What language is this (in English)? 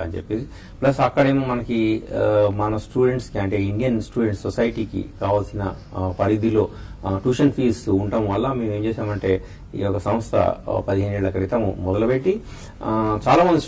Telugu